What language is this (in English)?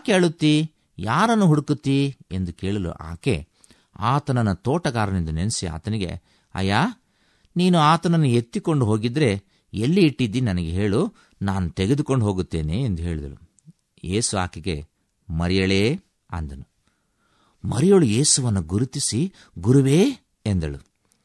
Kannada